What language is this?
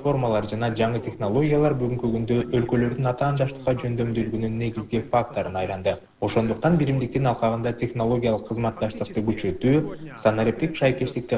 Kyrgyz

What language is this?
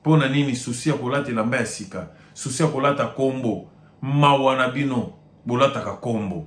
Lingala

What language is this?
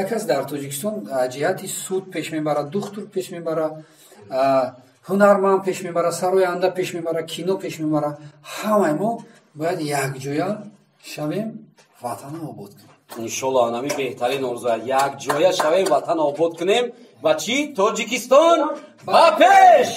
Tajik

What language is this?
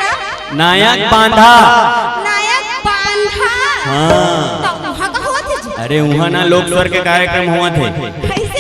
Chhattisgarhi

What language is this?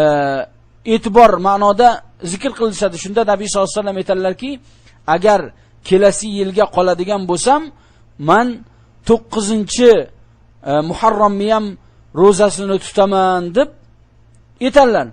Uzbek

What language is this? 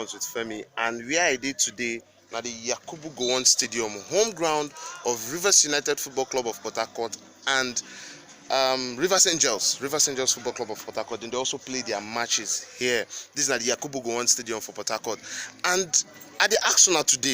Nigerian Pidgin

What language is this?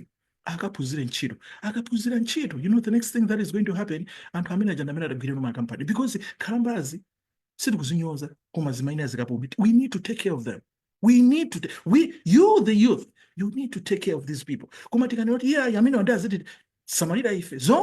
Nyanja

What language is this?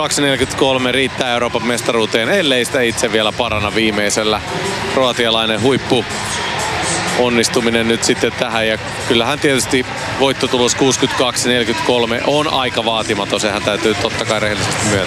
Finnish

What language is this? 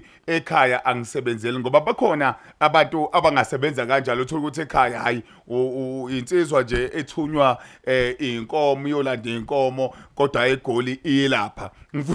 Zulu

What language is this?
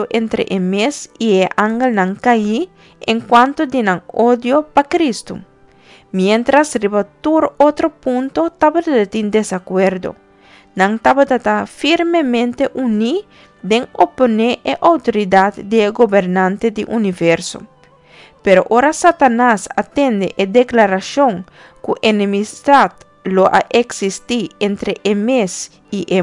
Papiamento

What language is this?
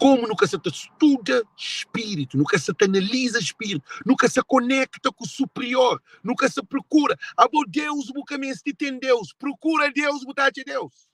Kabuverdianu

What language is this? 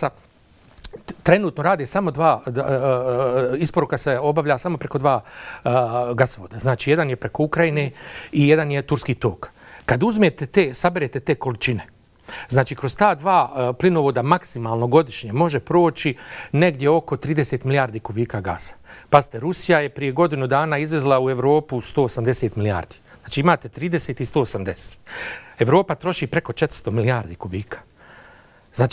Bosnian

